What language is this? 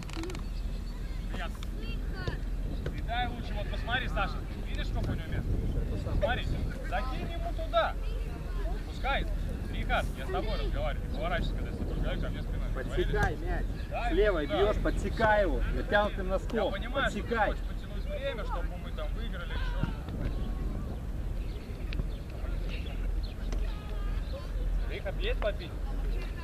Russian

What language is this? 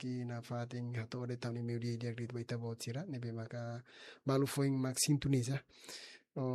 Tetum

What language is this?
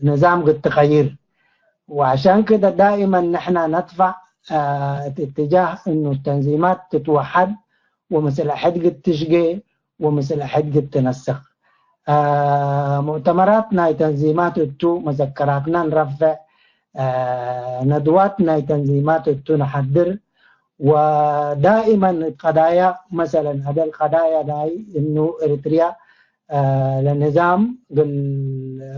Tigre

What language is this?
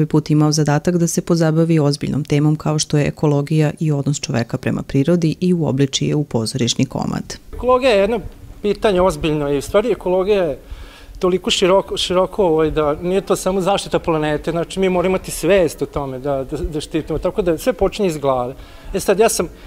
Serbian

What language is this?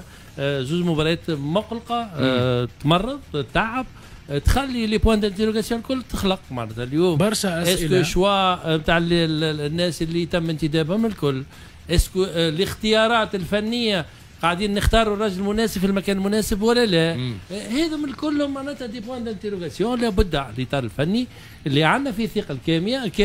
Tunisian Arabic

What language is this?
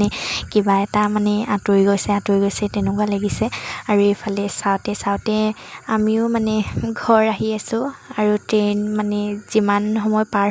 Assamese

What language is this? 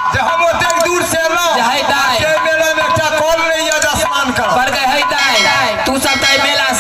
Maithili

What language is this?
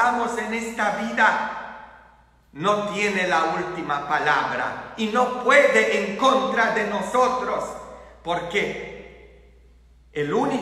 Spanish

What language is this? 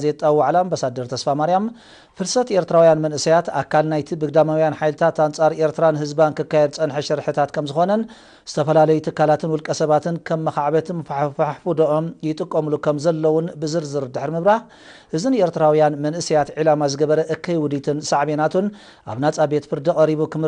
Tigrinya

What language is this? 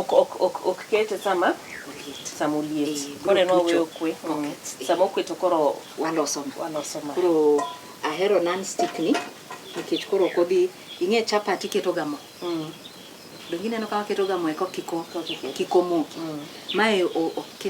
Luo (Kenya and Tanzania)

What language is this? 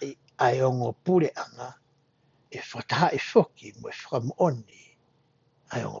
Tongan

